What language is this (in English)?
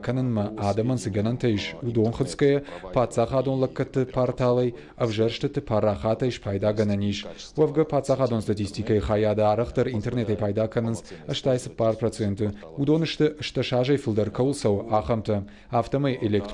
Ossetic